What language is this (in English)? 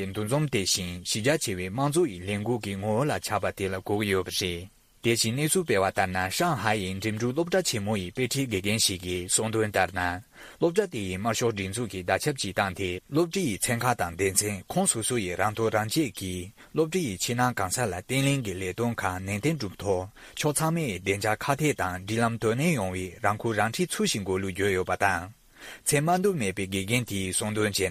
Tibetan